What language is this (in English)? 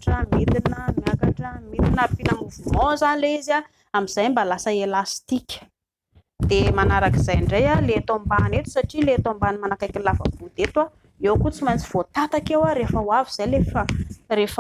Malagasy